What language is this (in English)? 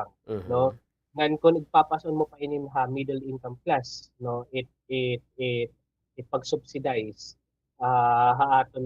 Waray